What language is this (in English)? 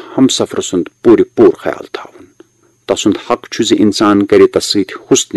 Kashmiri